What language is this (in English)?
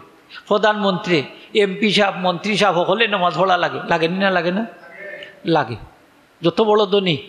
Sylheti